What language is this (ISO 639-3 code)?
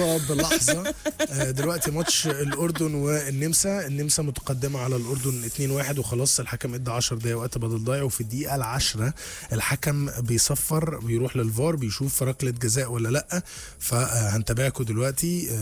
arz